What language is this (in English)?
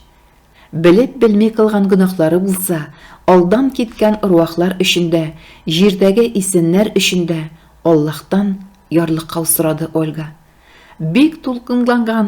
Tatar